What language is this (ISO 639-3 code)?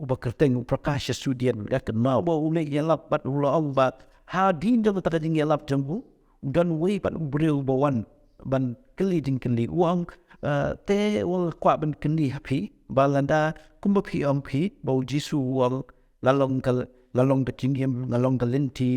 kha